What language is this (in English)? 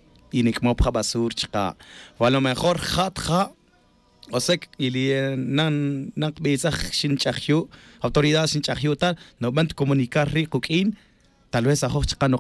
Tz'utujil